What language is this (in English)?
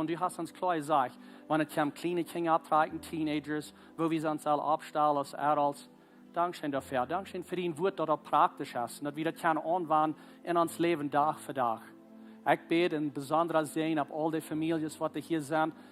Plautdietsch